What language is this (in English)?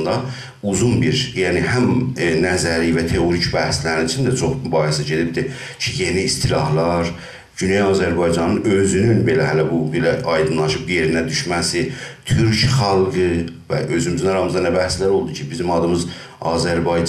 South Azerbaijani